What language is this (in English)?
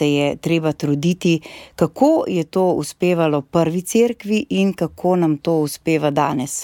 Slovenian